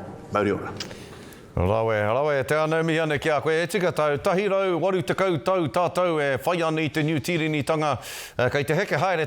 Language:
Māori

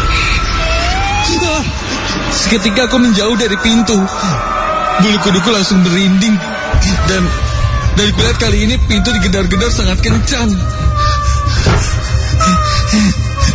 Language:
Indonesian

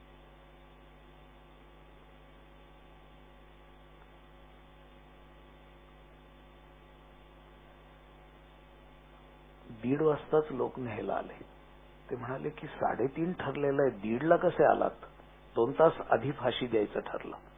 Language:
Marathi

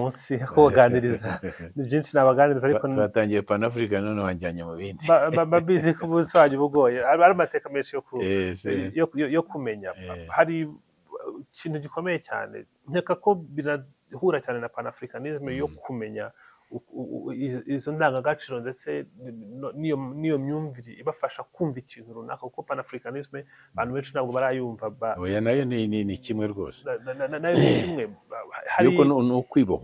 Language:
Kinyarwanda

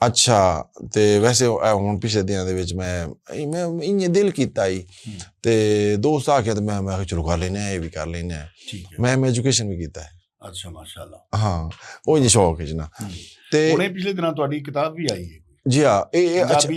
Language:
Western Panjabi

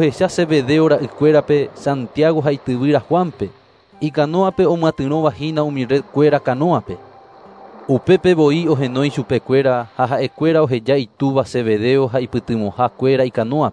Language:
Guarani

